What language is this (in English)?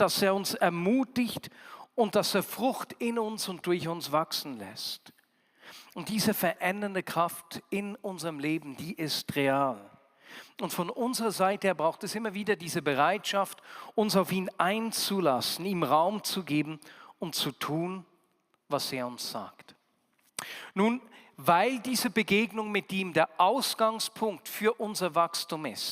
Swiss German